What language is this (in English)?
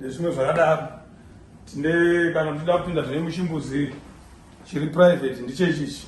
Shona